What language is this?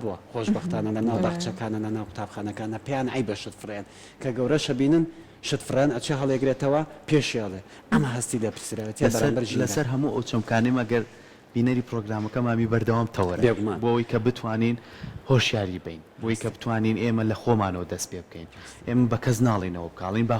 Central Kurdish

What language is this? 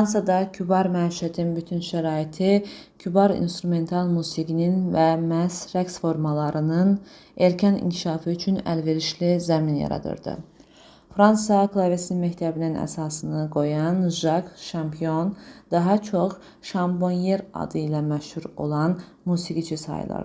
Azerbaijani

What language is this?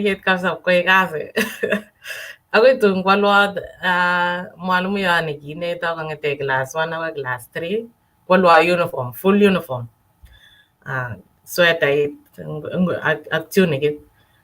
Kalenjin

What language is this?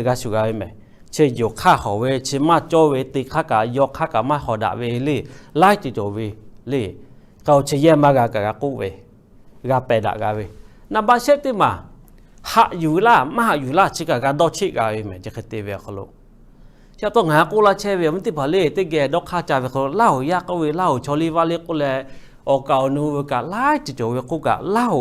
Lahu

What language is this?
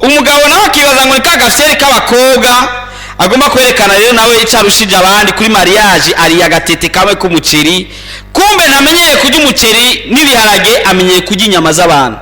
Rundi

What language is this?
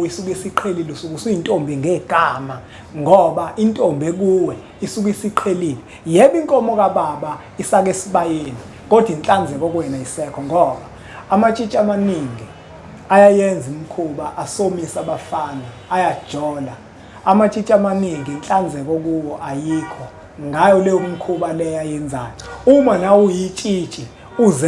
Zulu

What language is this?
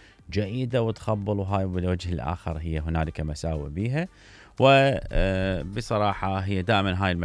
Mesopotamian Arabic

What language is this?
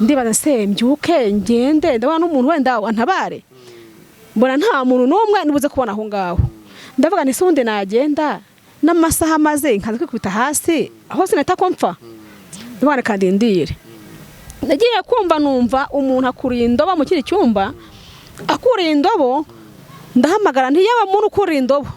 Kinyarwanda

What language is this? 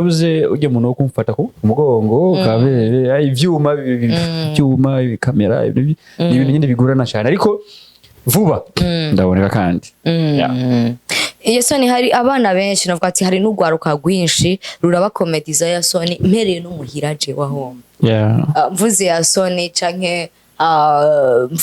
Rundi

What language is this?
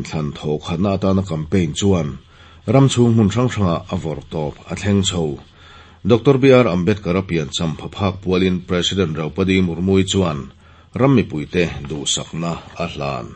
Mizo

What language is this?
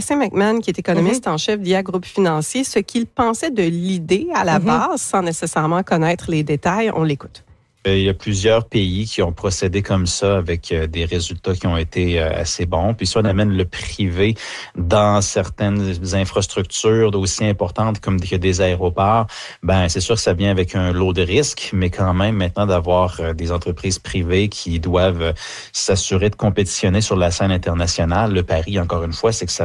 French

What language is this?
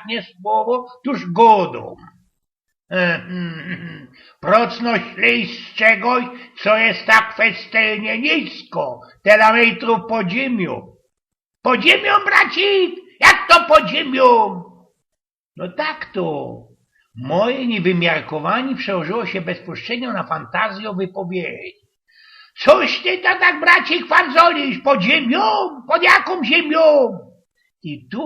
Silesian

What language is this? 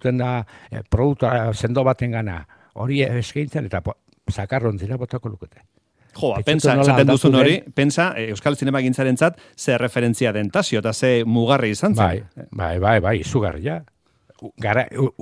Basque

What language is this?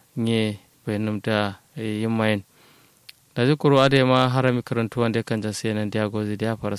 Kanuri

